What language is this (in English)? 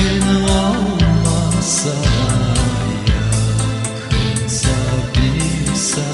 Gagauz